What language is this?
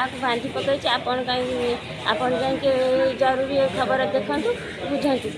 Odia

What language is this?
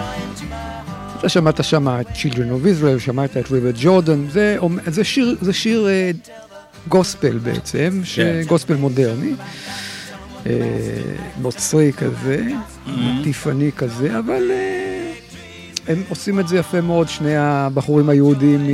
Hebrew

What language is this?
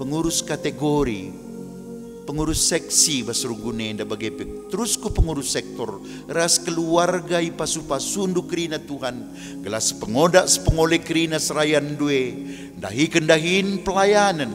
Batak Karo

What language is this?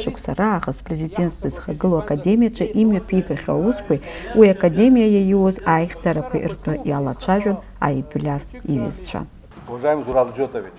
Abkhazian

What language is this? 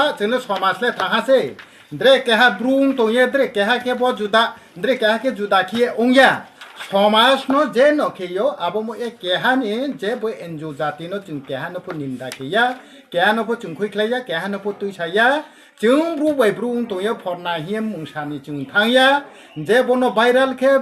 Riang (India)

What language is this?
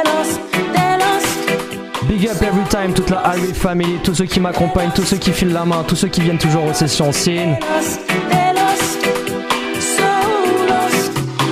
French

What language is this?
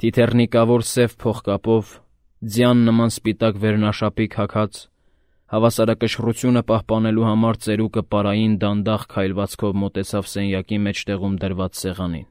Armenian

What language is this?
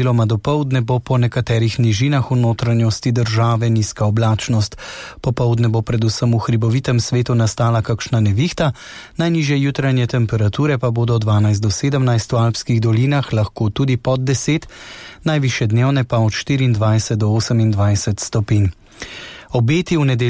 Slovenian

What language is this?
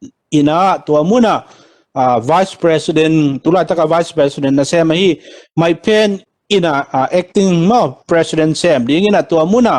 Tedim Chin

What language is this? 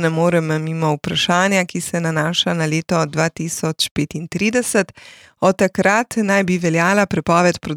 Slovenian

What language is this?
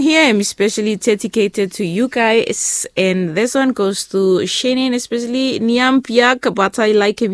Bislama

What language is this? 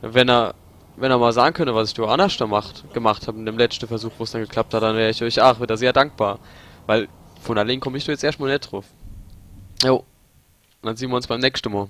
Palatine German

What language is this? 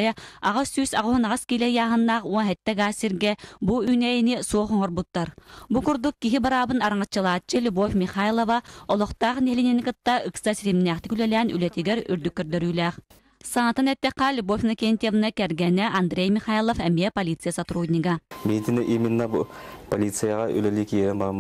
Yakut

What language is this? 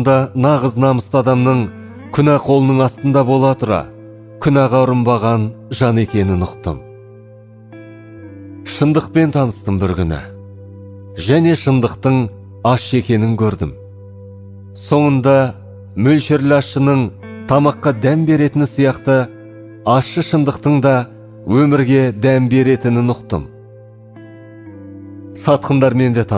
Kazakh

